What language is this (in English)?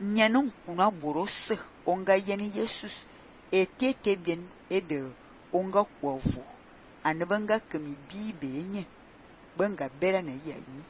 Fang